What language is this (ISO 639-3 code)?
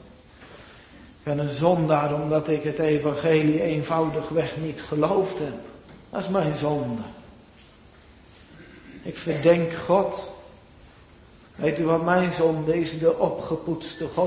nld